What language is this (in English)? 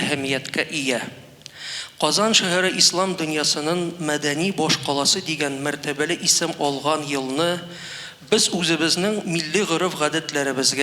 Tatar